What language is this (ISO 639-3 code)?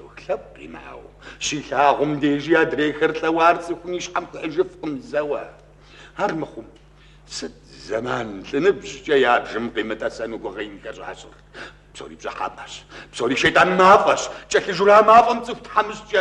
kbd